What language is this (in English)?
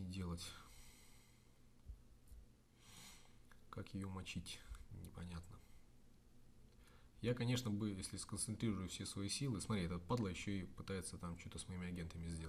Russian